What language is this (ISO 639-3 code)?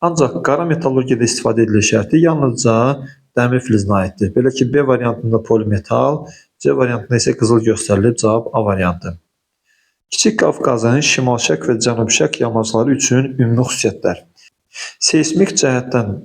aze